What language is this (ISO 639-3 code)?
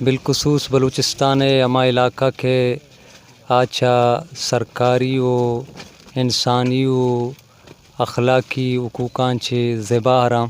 bal